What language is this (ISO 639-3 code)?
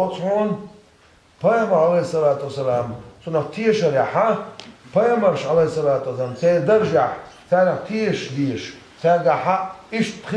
che